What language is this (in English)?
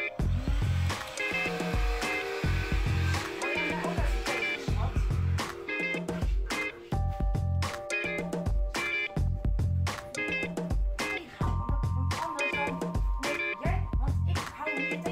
Dutch